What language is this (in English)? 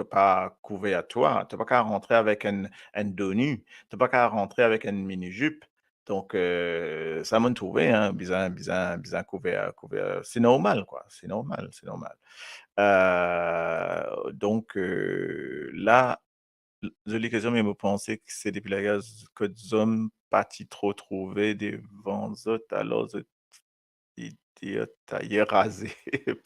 Morisyen